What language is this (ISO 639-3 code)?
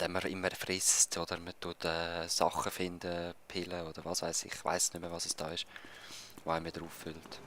gsw